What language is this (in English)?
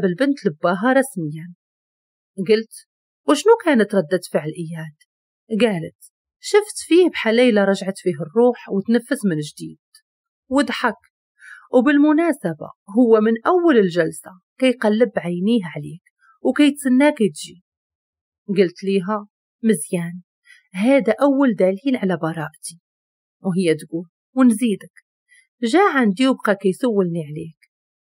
Moroccan Arabic